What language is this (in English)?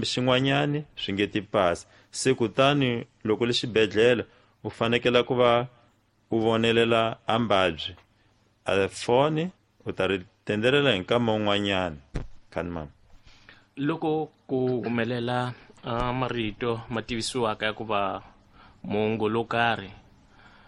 Tsonga